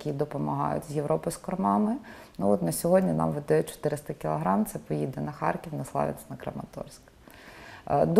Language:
Ukrainian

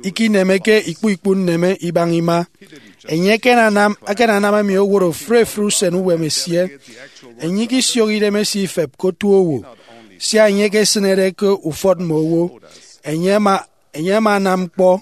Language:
Efik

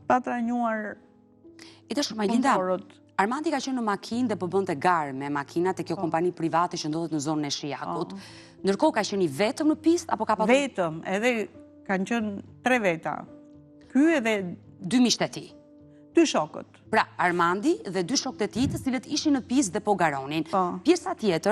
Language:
Albanian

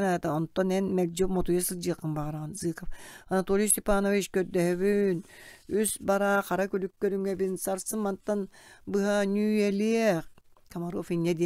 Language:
Yakut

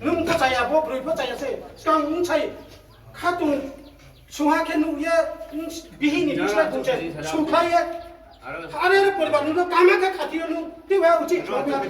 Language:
Riang (India)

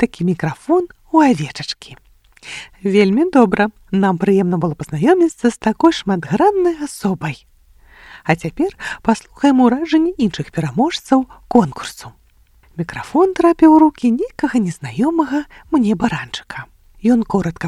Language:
Belarusian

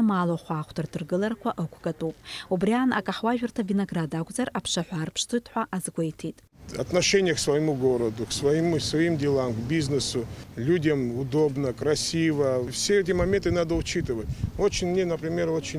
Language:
Abkhazian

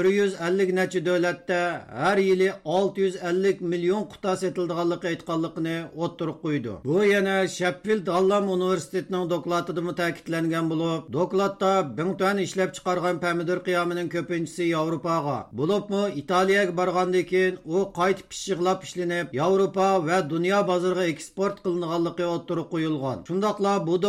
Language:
Uyghur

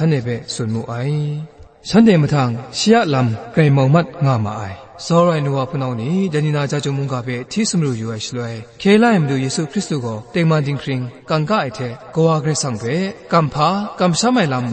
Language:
Kachin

